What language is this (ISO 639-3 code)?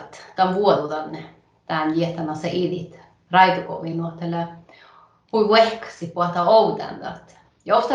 sme